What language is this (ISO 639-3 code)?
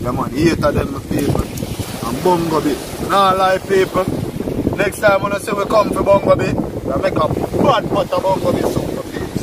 jam